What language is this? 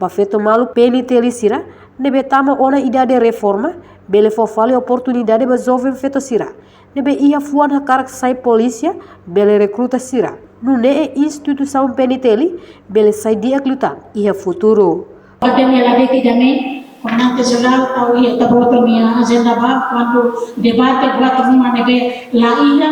Tetum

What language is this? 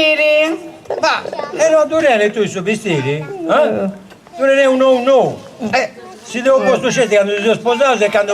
Sardinian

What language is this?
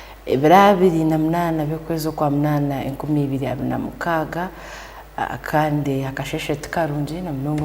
Tooro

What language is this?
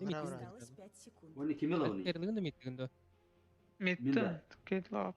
Yakut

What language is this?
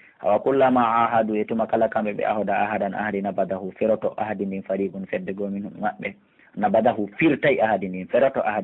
Pular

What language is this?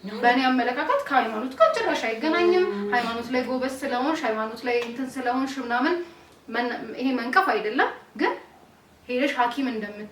Amharic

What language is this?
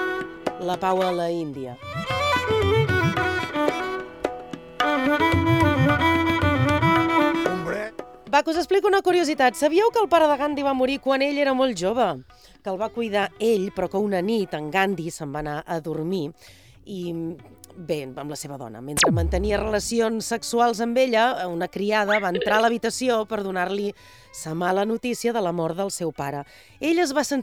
Catalan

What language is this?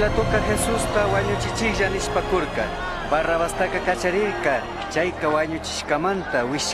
Chimborazo Highland Quichua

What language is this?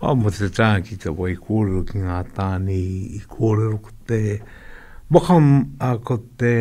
Māori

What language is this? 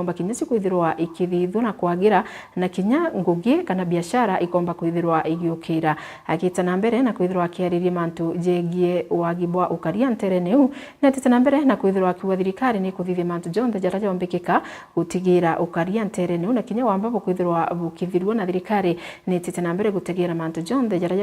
Meru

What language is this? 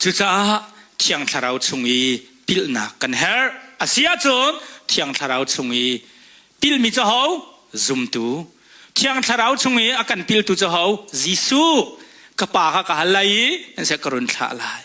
Hakha Chin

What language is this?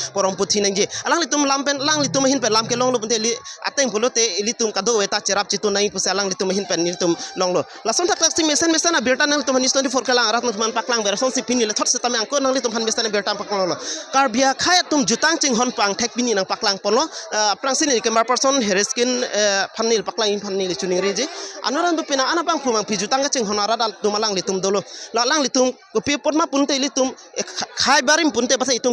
Karbi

